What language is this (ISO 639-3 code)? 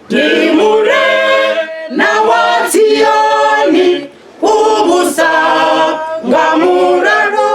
ven